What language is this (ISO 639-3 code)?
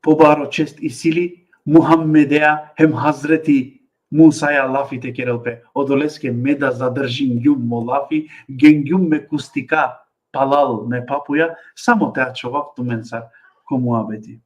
rmn